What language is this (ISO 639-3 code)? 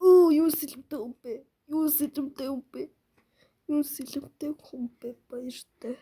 mon